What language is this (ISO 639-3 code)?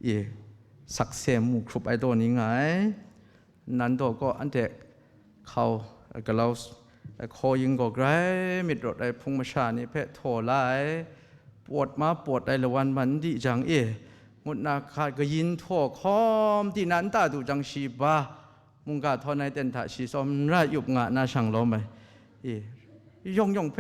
kac